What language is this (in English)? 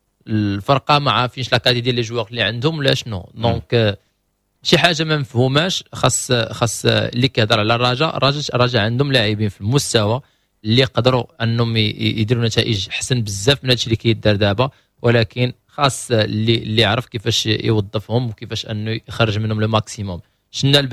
Moroccan Arabic